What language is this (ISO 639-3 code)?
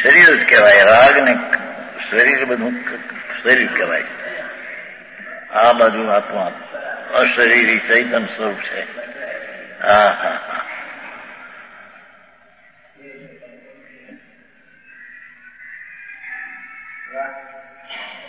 guj